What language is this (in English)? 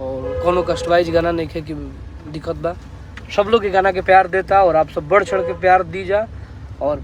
Bhojpuri